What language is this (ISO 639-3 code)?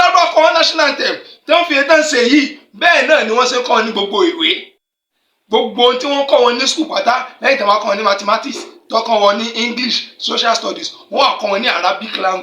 yor